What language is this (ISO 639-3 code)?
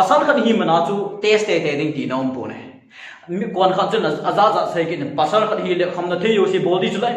tcz